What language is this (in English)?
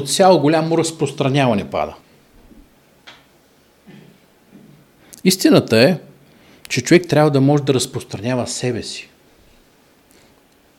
Bulgarian